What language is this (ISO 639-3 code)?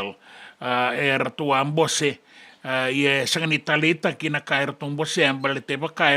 fij